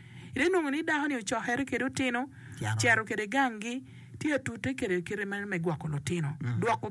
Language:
Acoli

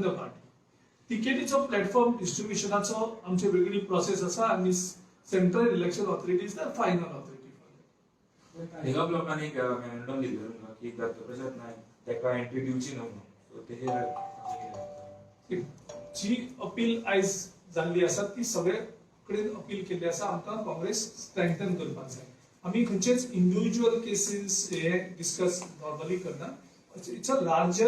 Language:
Konkani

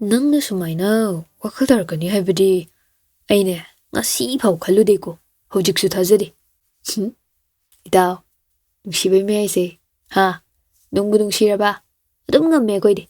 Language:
Manipuri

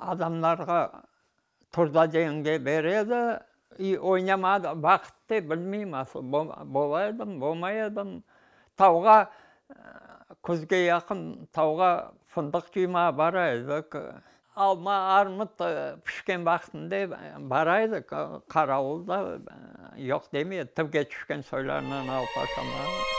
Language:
Crimean Tatar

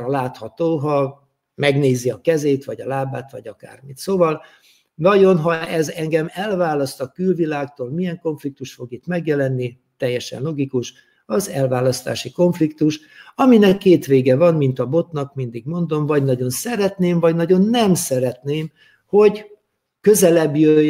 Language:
Hungarian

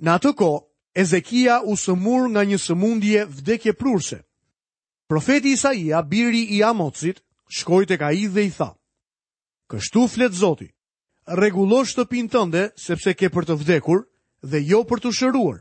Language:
Albanian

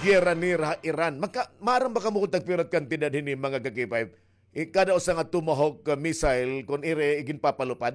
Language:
Waray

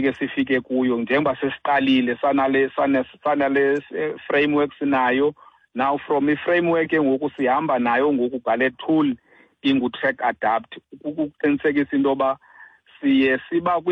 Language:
Xhosa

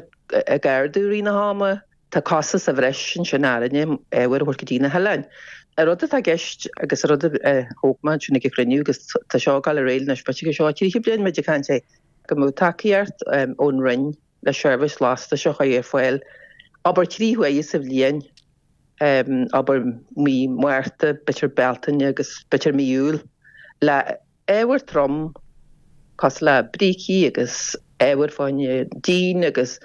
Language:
Irish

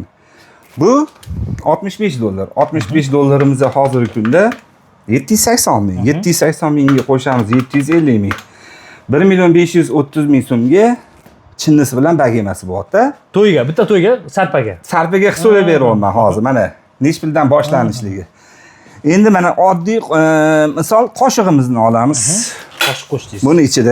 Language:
Uzbek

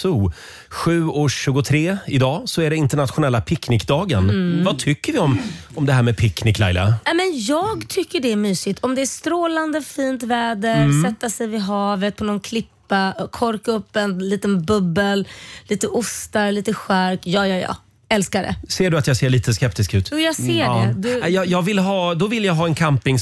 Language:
Swedish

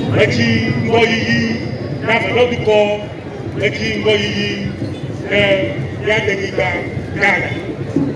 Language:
Ewe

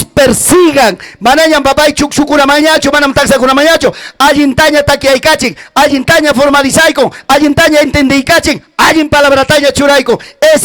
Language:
Ayacucho Quechua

